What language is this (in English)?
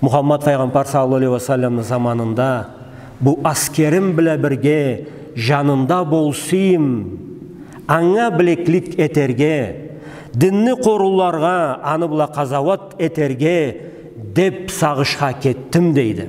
Karachay-Balkar